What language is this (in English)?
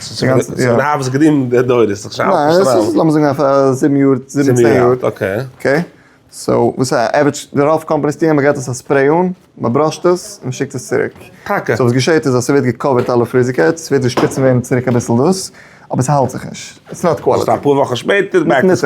Yiddish